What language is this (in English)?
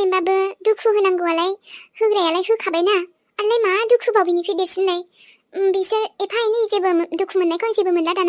Bodo